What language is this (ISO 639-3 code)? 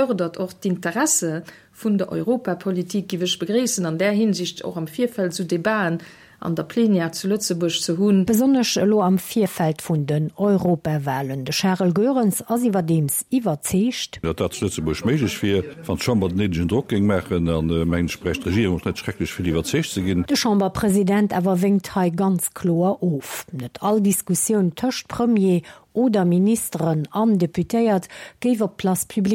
ltz